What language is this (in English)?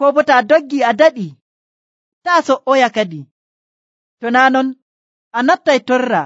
Nigerian Fulfulde